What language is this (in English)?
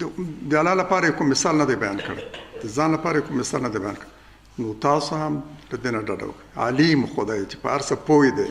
Pashto